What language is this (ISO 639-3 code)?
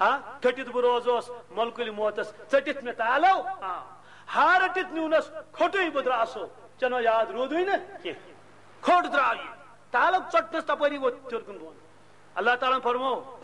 kas